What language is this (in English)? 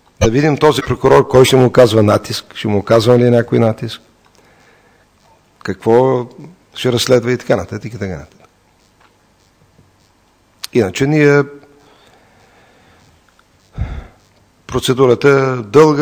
Bulgarian